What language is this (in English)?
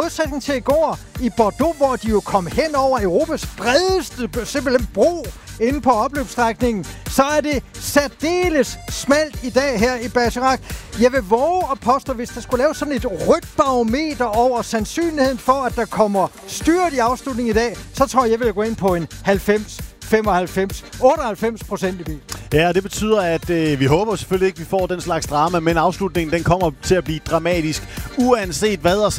Danish